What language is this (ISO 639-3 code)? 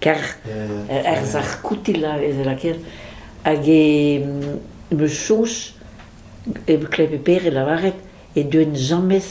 bre